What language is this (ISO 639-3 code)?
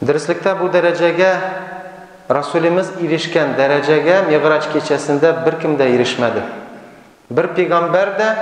tat